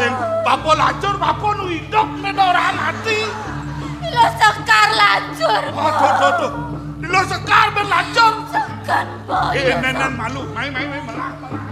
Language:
Balinese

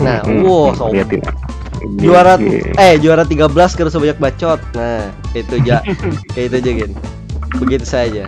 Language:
Banjar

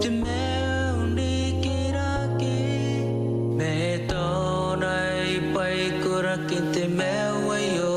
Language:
Gilbertese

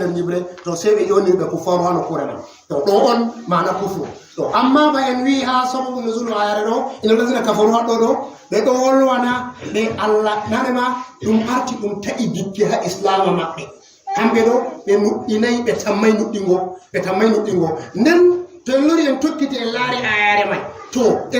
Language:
Fula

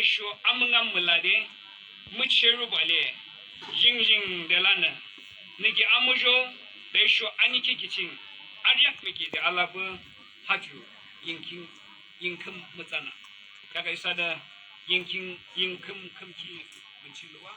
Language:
Yimchungru Naga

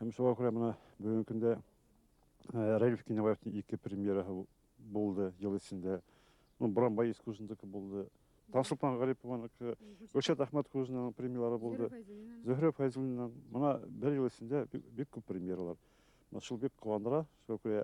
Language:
Bashkir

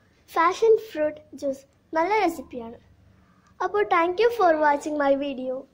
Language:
Malayalam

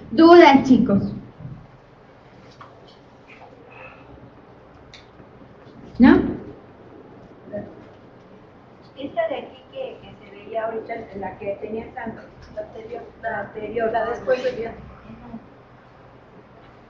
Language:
Spanish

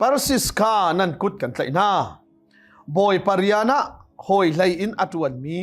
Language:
Hakha Chin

